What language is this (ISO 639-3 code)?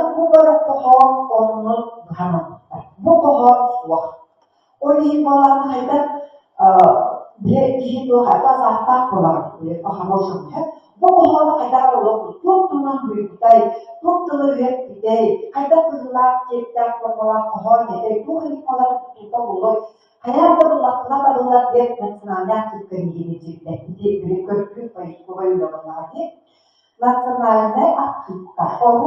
sah